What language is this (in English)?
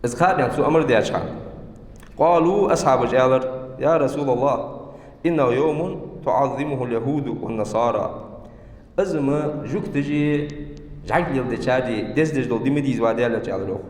Ingush